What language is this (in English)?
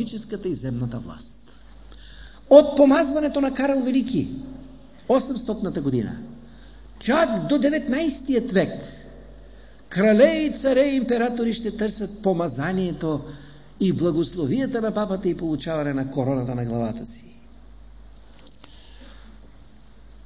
Bulgarian